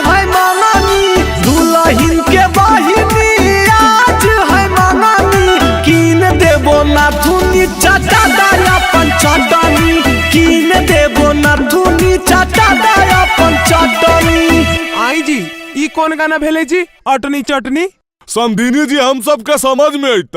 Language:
Magahi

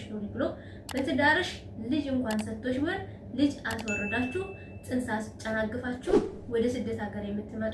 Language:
Amharic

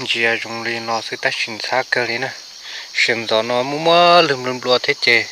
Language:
Hmong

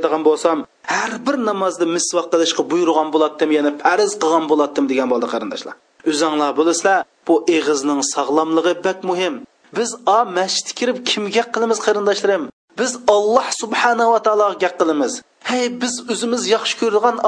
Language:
Uyghur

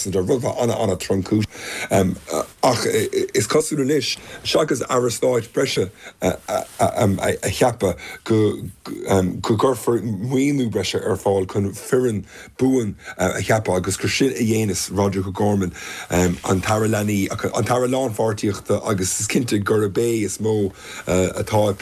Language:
Irish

